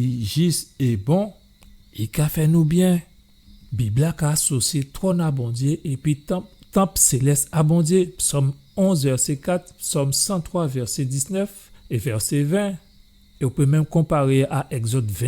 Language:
Guadeloupean Creole French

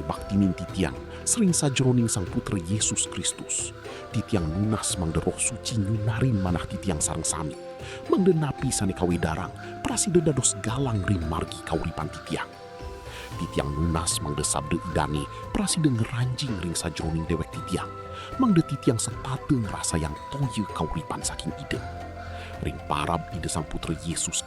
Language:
Balinese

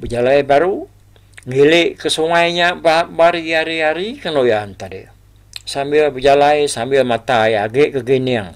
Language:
Iban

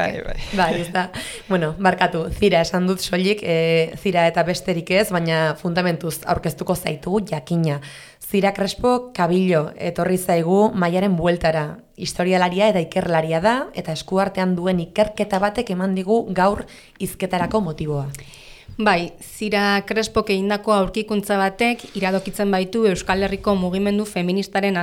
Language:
Basque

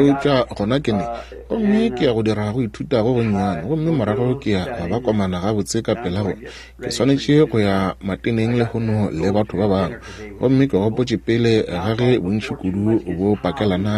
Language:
Northern Sotho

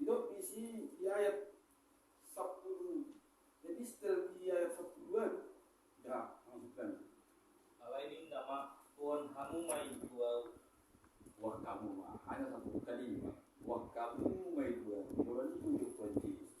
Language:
Batak Toba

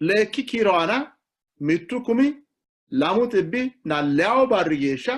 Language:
Sidamo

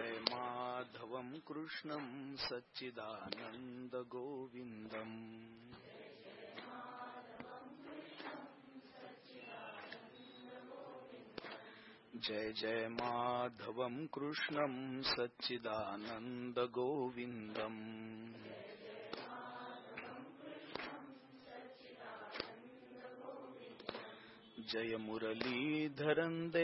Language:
Marathi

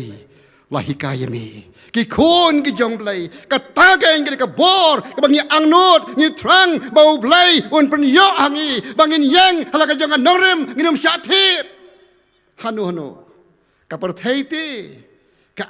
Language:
Khasi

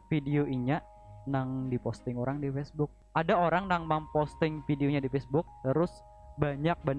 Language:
Banjar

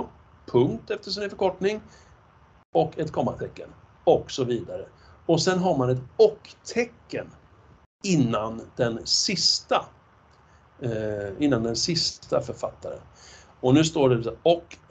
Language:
Swedish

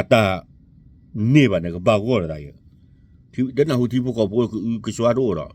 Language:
S'gaw Karen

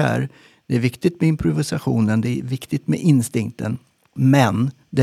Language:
Swedish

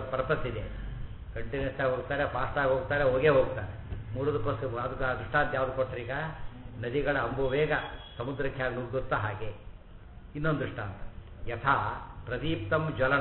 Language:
Kannada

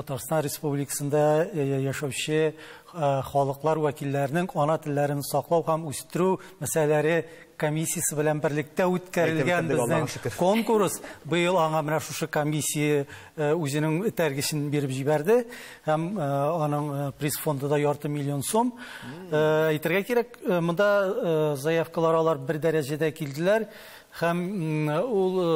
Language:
Tatar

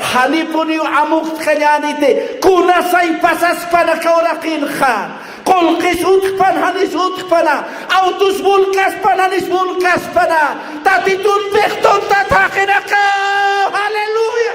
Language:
Aymara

